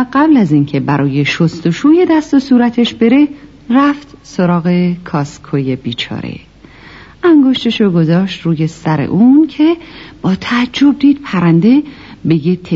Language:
Persian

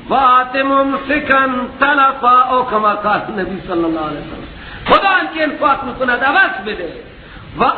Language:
Persian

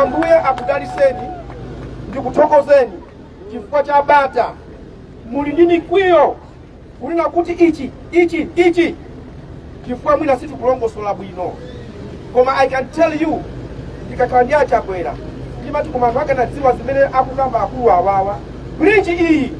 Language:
Nyanja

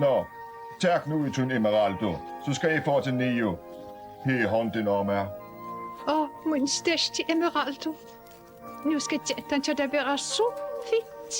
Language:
Faroese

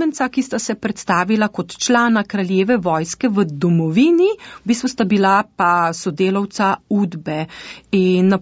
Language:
Slovenian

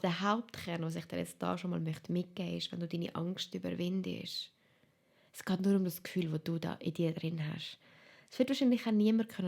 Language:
Swiss German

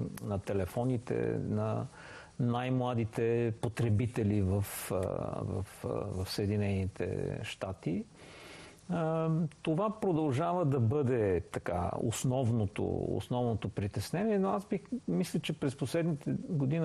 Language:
Bulgarian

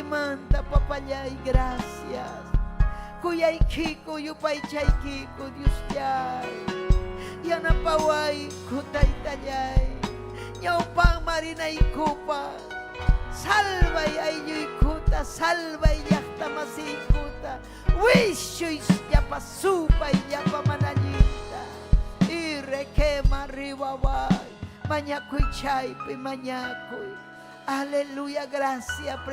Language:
Ayacucho Quechua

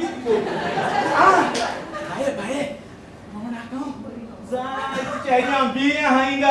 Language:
Konkani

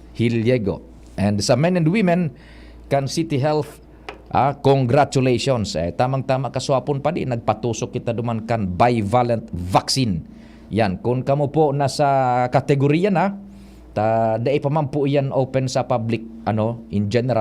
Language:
Bikol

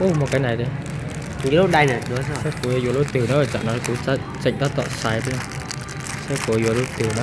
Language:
Hmong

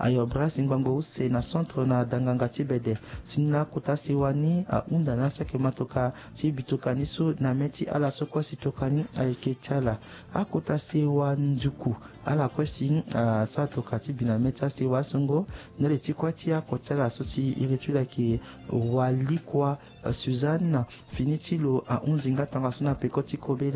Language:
Sango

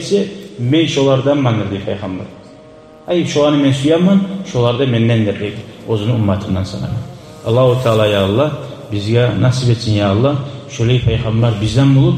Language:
Kumyk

